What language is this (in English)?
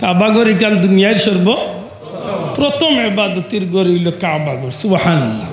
Sylheti